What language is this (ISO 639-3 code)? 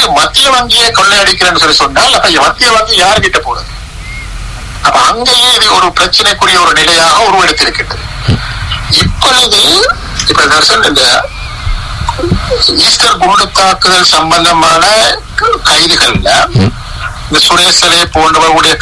tam